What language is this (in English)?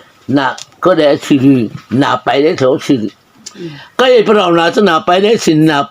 Mara Chin